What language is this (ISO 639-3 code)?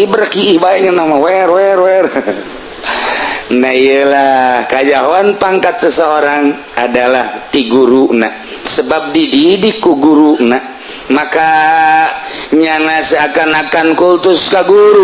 sun